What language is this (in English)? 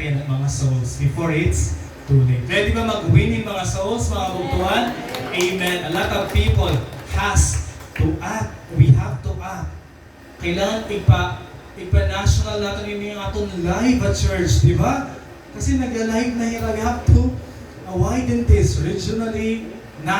Waray